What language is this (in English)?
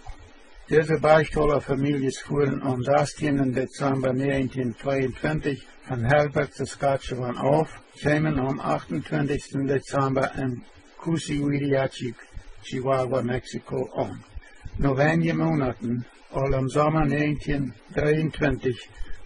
Plautdietsch